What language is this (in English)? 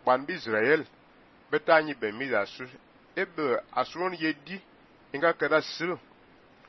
Fang